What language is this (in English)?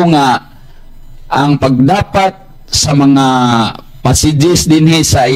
Cebuano